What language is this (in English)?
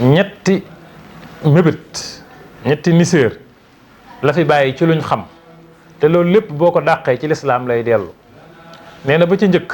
Wolof